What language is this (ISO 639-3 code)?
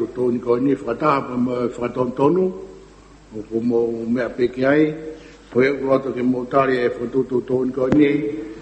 ton